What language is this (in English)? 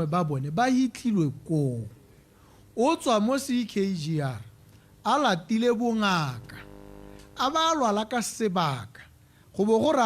Tswana